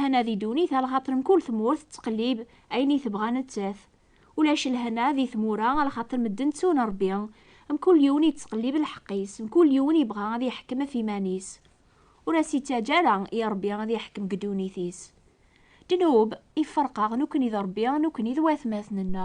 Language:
Kabyle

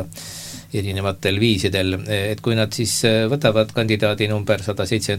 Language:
Estonian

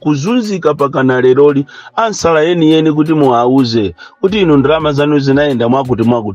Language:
Nyanja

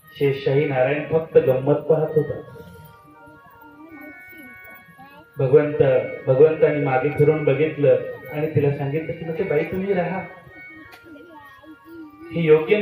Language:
Marathi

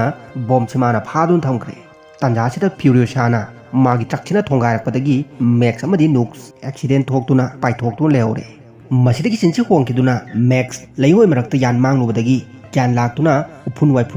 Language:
Manipuri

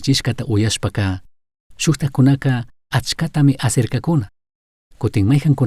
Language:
Chimborazo Highland Quichua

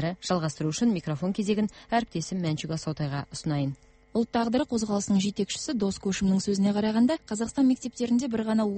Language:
Kazakh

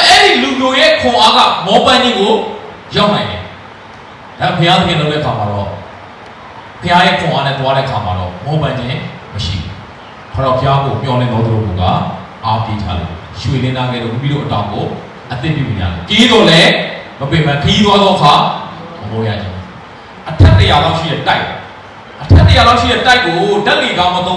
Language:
Burmese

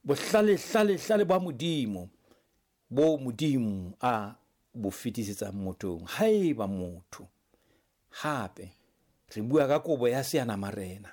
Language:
Southern Sotho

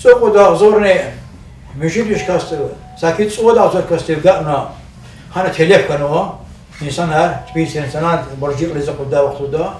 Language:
Lezghian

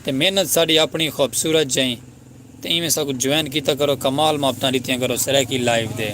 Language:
Saraiki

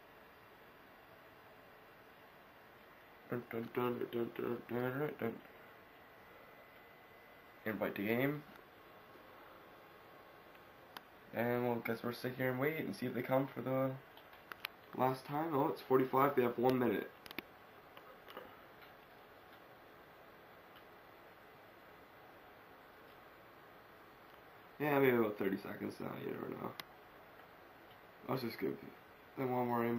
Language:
English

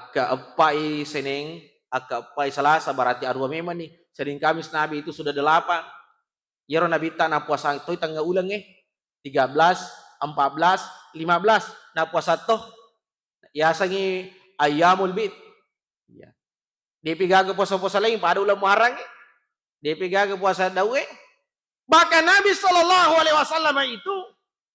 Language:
Buginese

